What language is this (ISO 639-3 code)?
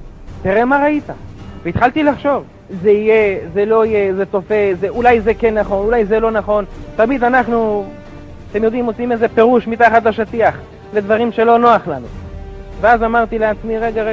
heb